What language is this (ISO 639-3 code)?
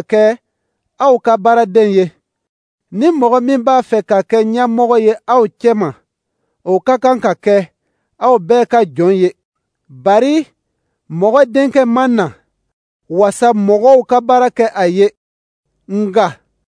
dyu